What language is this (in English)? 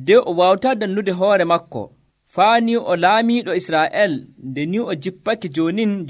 Nigerian Fulfulde